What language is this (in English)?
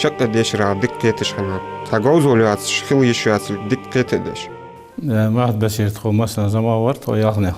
Ingush